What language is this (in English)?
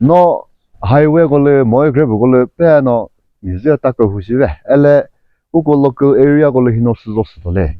Chokri Naga